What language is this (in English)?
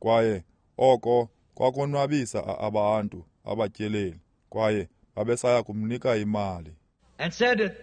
Xhosa